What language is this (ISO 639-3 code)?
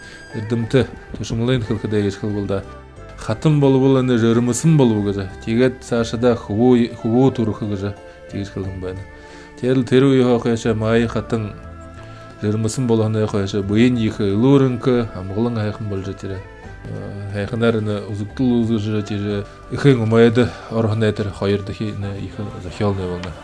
bua